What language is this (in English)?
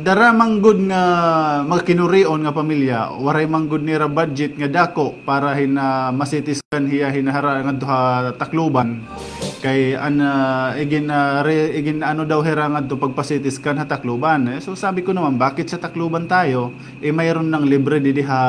Waray